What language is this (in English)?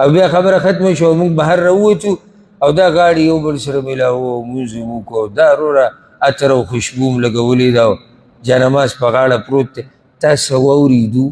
Pashto